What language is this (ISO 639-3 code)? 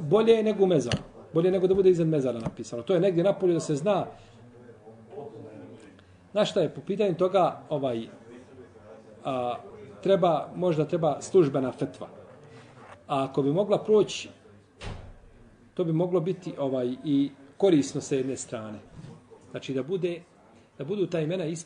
bos